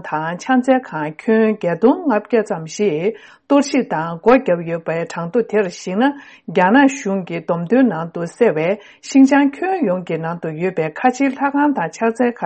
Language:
Tibetan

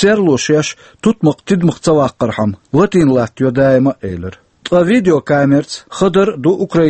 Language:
Chechen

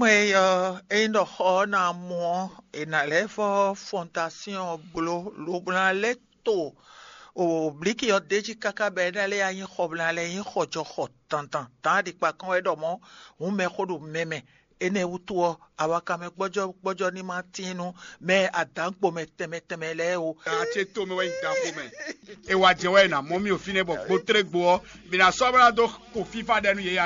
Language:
Fon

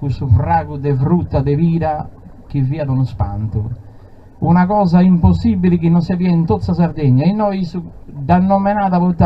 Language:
Sardinian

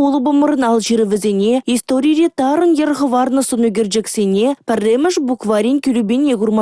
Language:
Chuvash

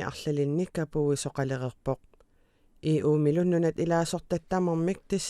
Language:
Kalaallisut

